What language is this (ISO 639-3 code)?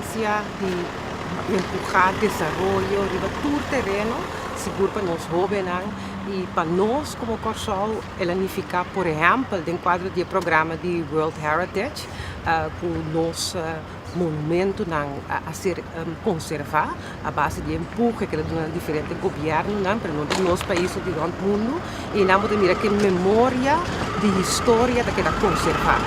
pap